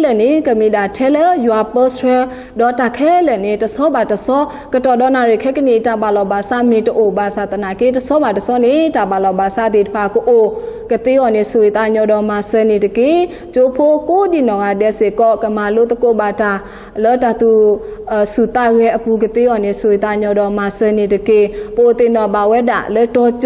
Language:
S'gaw Karen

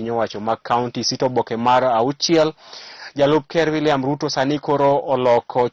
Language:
Luo (Kenya and Tanzania)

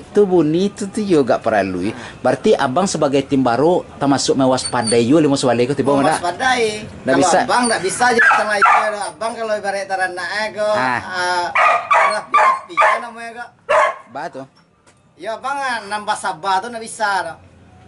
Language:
Minangkabau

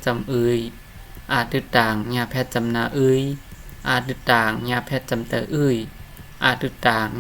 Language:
Shan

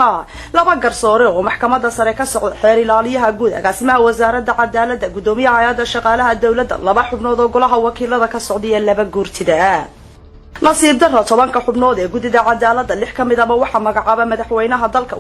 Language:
Somali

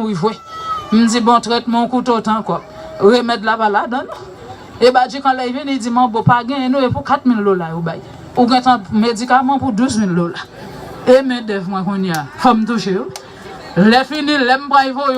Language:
Haitian Creole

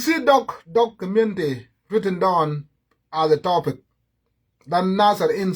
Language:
Nuer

